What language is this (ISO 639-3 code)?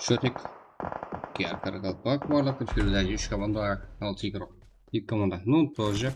kaa